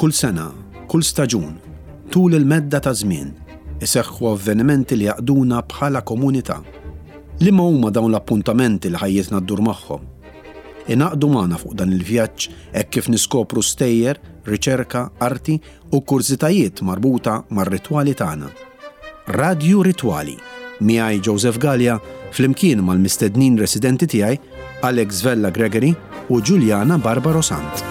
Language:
Maltese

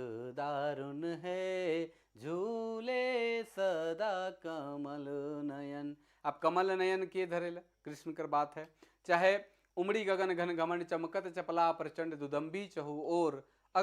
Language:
Sadri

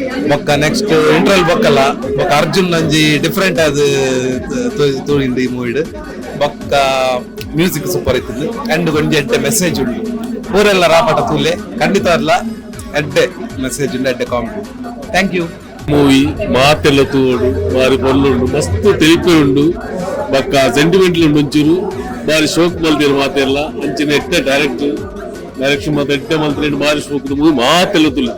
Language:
Tulu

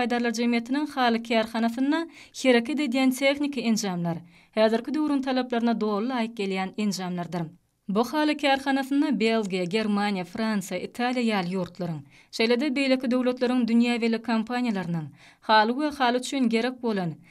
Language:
Turkmen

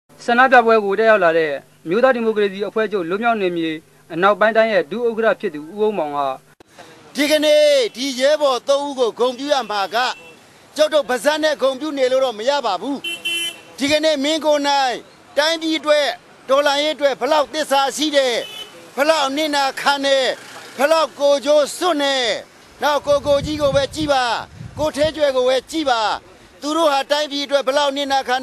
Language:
Burmese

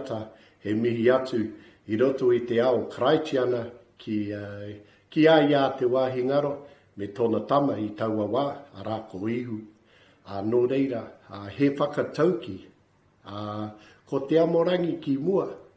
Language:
Māori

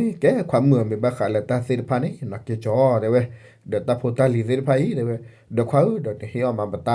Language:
S'gaw Karen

